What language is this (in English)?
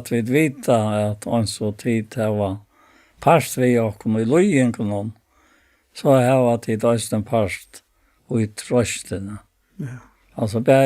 Faroese